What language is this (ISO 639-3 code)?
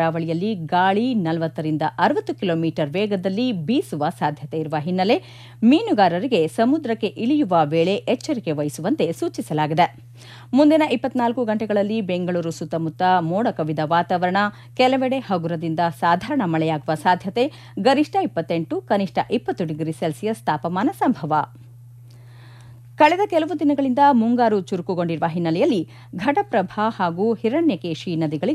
kan